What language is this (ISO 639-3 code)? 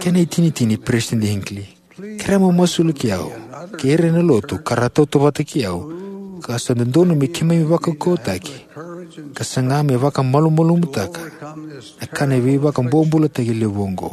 fij